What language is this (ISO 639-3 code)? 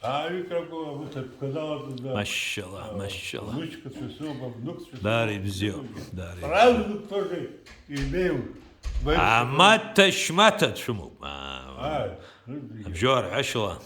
abk